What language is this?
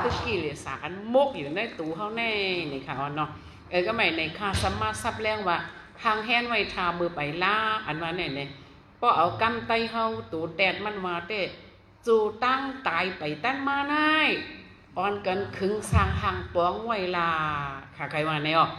Shan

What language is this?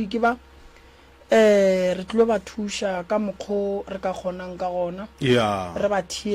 Northern Sotho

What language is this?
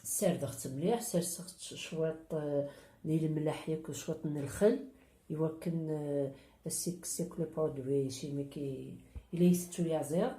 Kabyle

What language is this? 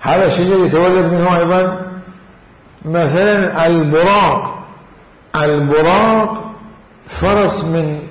Mesopotamian Arabic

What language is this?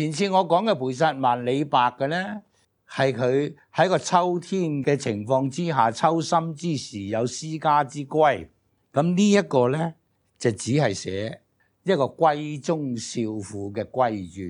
Cantonese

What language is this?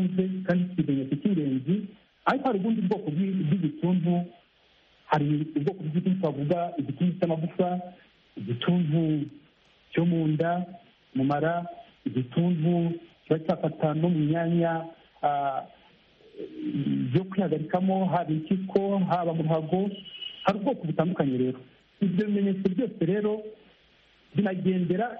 Kinyarwanda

